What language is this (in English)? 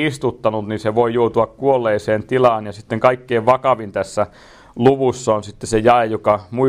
Finnish